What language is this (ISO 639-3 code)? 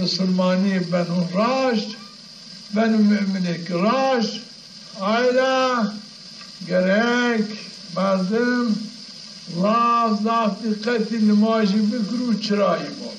zza